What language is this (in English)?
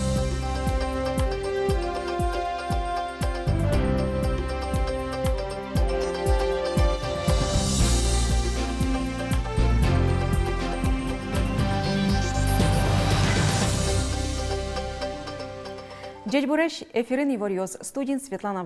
Udmurt